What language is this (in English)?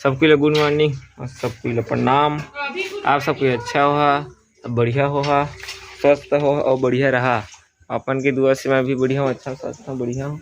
Chhattisgarhi